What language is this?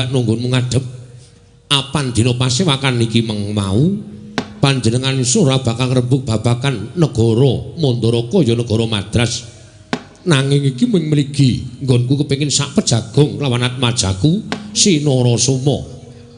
Javanese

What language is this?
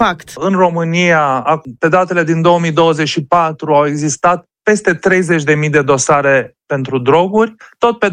Romanian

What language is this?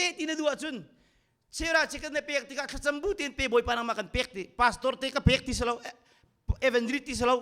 Hakha Chin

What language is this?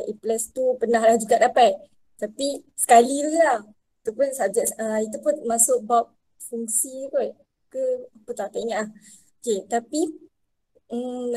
Malay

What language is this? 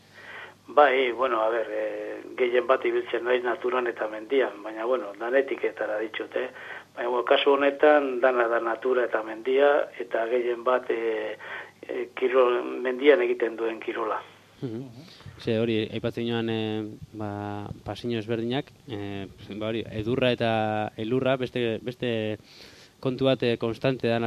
Basque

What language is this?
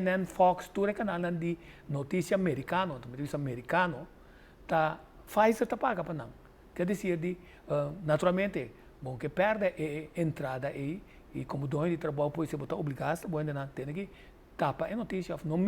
Papiamento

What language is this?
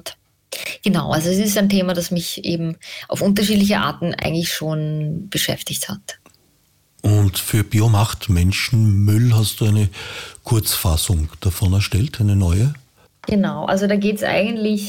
German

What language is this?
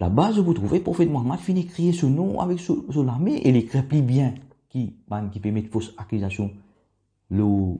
Morisyen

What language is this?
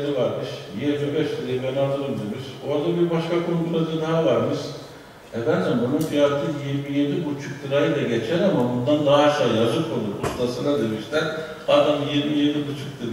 Turkish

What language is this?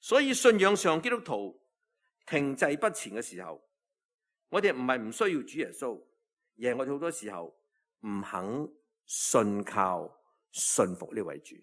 Cantonese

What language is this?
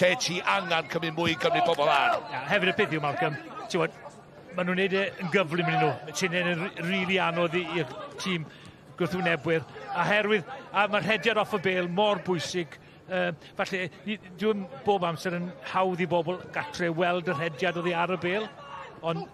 Welsh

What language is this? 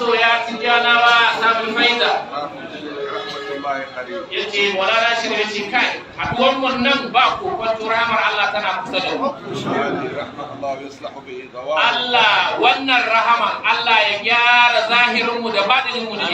Hausa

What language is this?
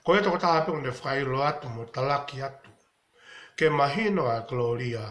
Tongan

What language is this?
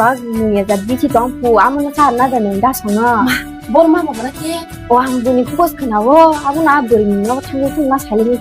Kok Borok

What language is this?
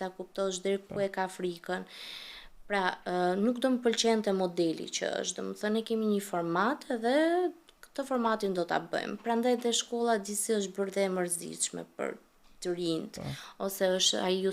Albanian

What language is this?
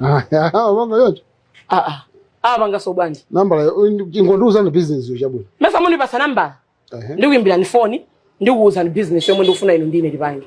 Nyanja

